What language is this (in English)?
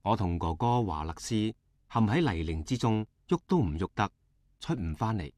Cantonese